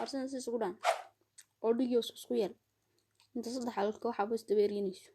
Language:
Somali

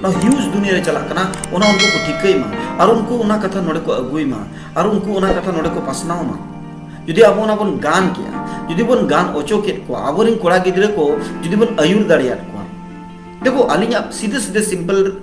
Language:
Santali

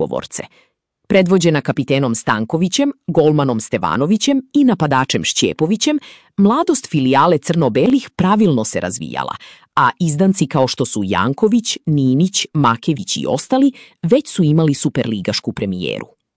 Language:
Serbian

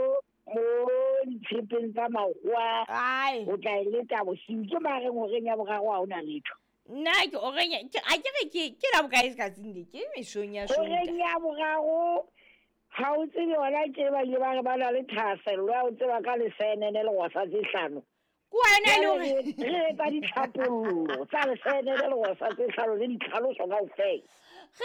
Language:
Southern Sotho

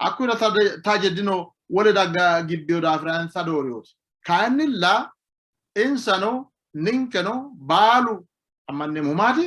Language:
Sidamo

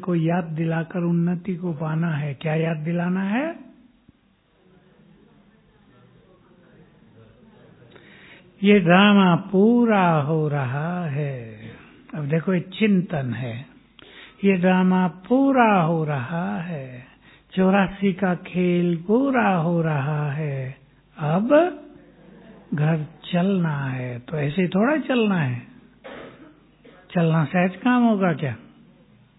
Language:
Hindi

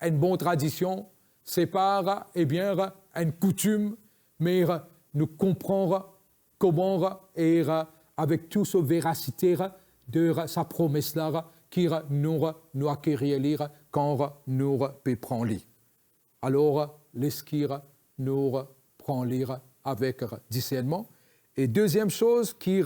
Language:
Morisyen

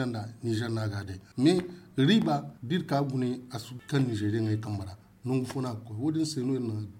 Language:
Zarma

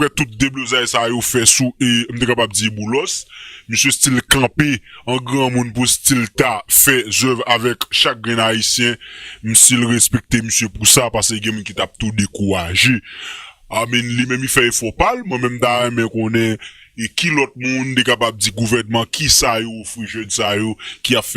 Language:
Haitian Creole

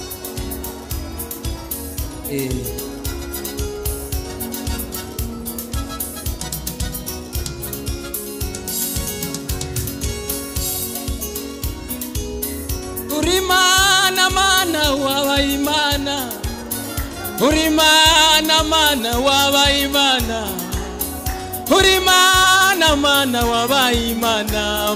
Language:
Kinyarwanda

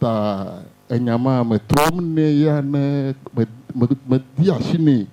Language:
Ewe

